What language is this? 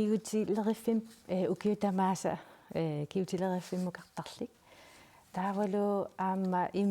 Kalaallisut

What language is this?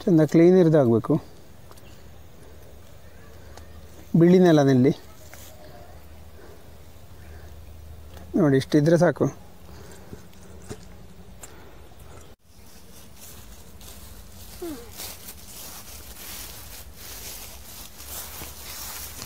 Kannada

